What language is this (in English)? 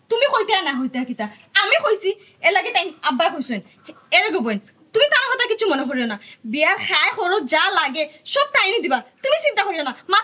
Sylheti